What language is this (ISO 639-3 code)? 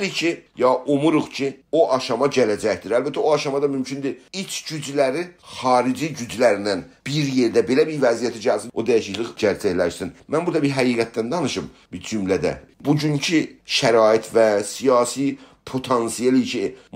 azb